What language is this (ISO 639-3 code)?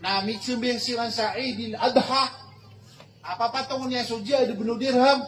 mrw